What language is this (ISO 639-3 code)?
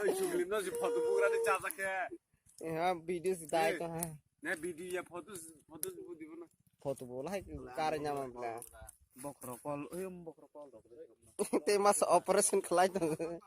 trp